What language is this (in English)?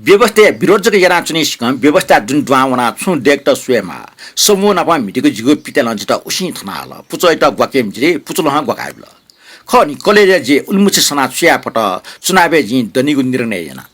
Newari